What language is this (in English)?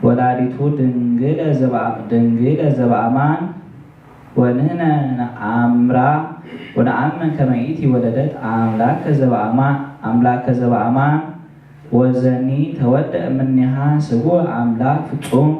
Geez